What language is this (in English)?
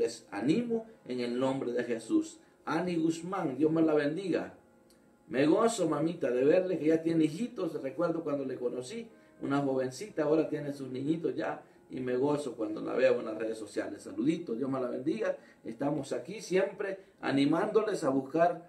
Spanish